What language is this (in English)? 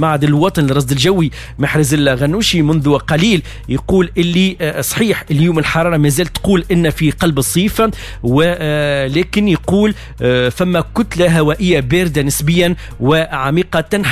Tunisian Arabic